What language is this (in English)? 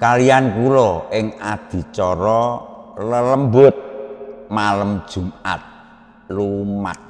Javanese